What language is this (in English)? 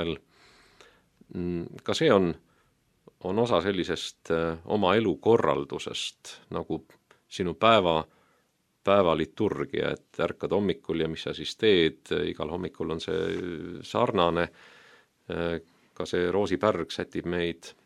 Estonian